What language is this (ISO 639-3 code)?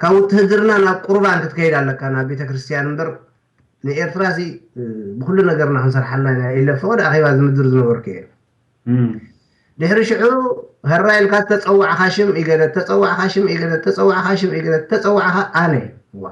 tir